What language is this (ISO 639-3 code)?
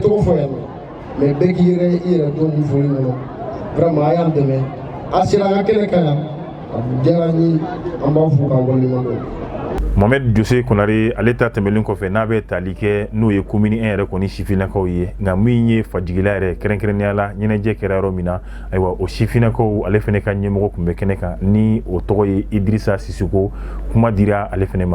bam